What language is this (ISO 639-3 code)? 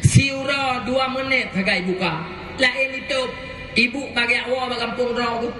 ace